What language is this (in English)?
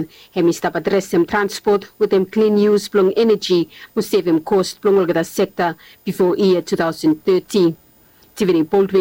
Bislama